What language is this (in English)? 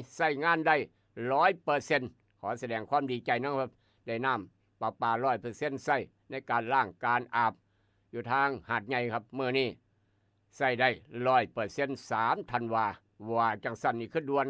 Northeastern Thai